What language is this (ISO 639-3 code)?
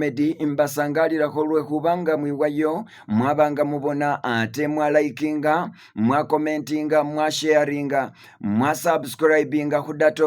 myx